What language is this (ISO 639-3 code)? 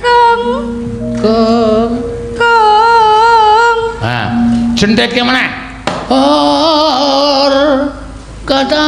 jav